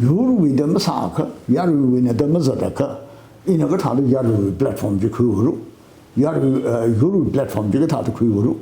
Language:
Tangkhul Naga (India)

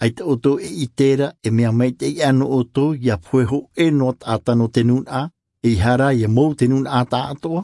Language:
Tahitian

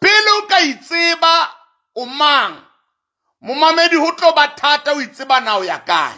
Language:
Southern Sotho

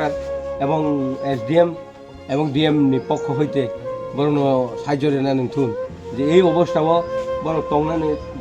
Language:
Kok Borok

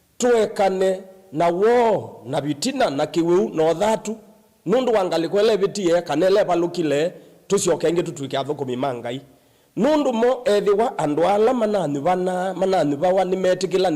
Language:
Kamba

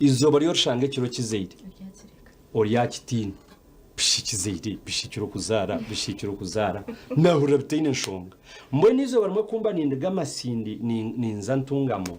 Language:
Nyankole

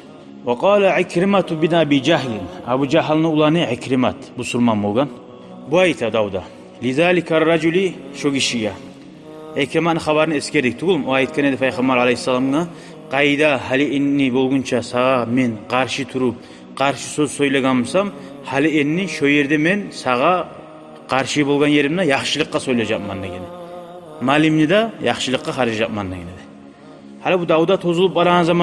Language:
Kumyk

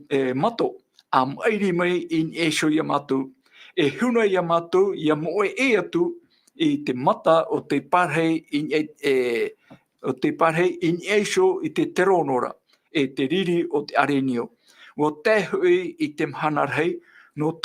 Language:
Tahitian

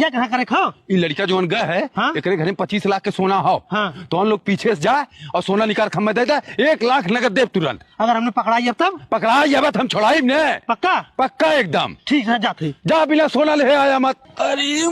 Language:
Awadhi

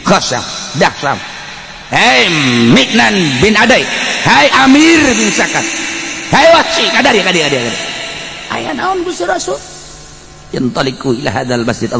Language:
Sundanese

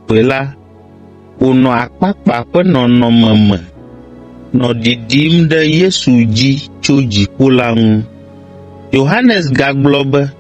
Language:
Ewe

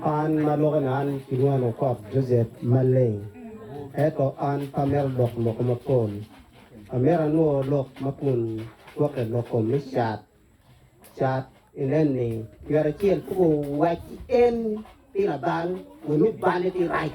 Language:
Acoli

